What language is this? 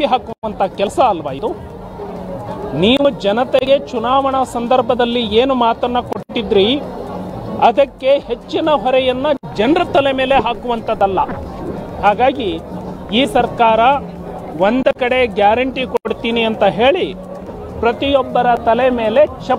Kannada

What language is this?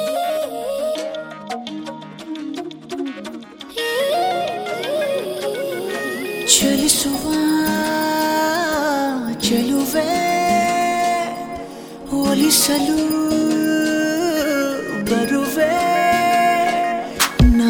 Kannada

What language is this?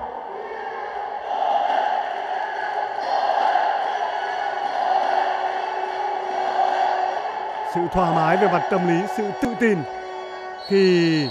Vietnamese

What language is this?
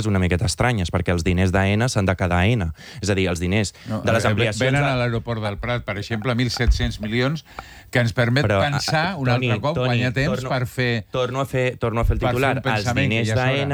Catalan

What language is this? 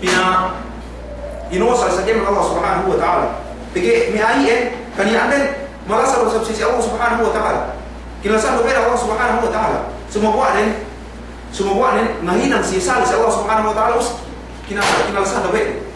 Yakan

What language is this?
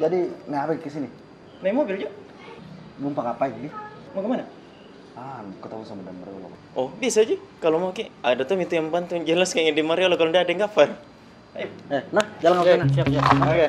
Makassar Malay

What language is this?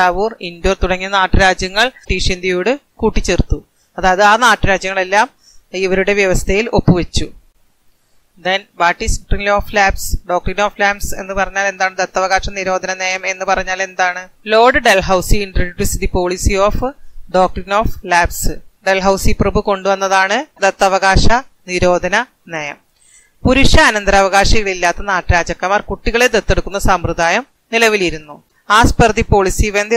Malayalam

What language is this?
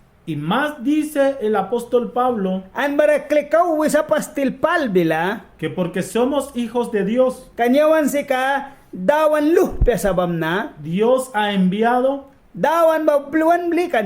Mískito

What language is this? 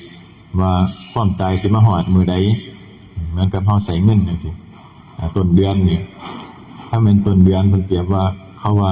Northeastern Thai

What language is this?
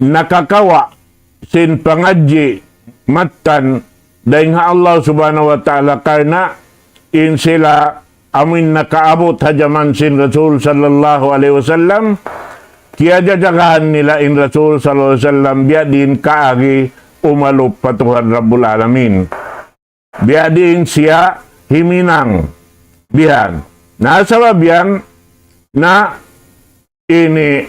Tausug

